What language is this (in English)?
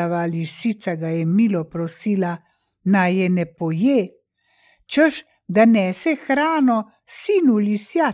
Slovenian